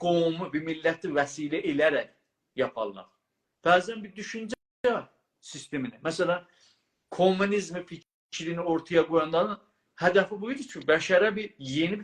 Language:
South Azerbaijani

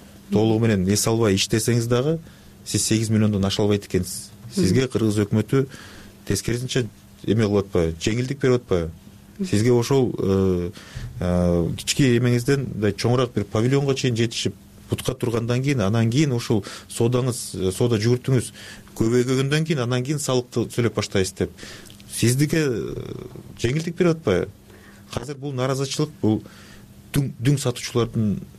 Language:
Kyrgyz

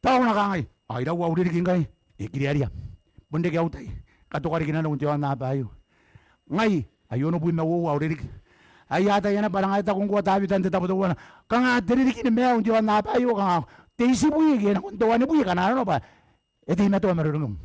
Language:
Gilbertese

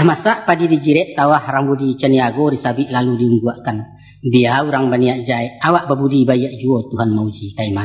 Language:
Minangkabau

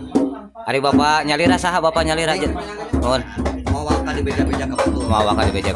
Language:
Sundanese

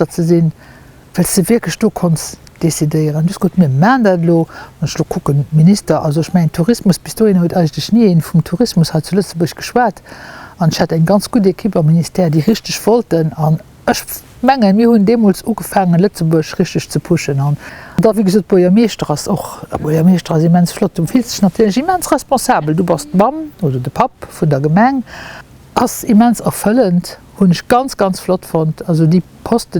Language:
Luxembourgish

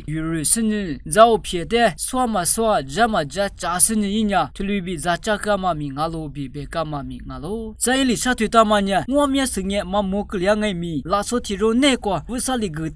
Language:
Lisu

